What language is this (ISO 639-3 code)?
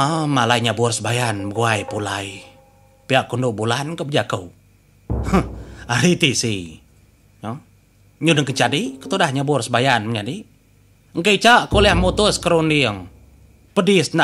iba